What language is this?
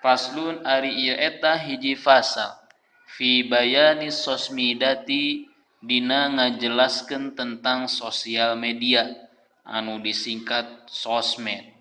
Sundanese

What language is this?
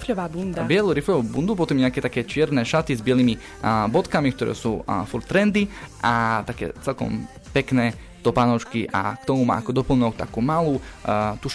Slovak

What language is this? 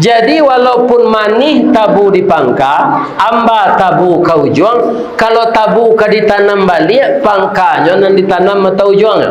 Minangkabau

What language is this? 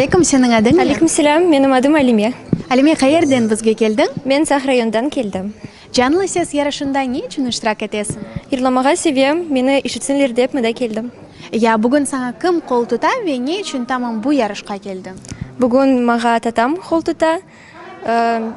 Crimean Tatar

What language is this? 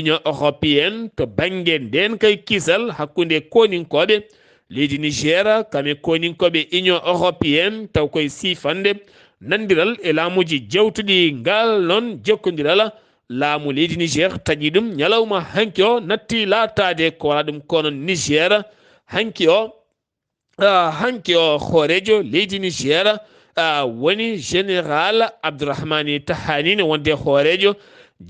Fula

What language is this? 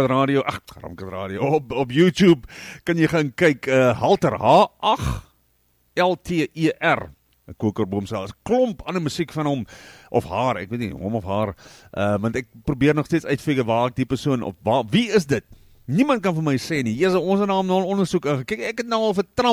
Afrikaans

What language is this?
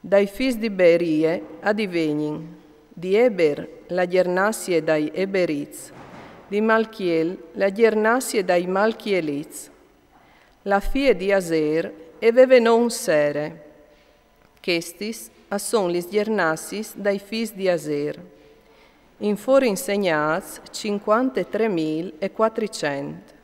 Friulian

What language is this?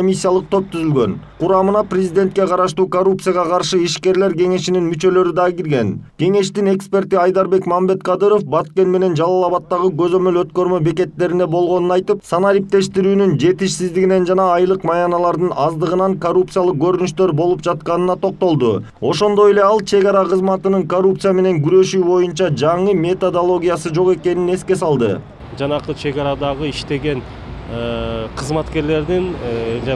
Kyrgyz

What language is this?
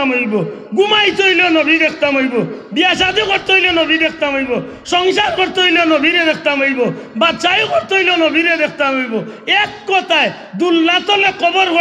Sylheti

